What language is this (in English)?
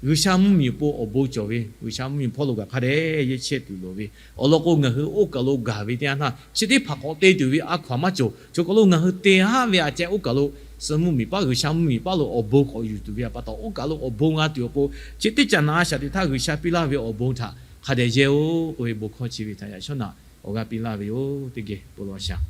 Lahu